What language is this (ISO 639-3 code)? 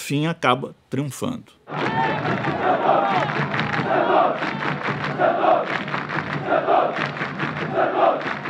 por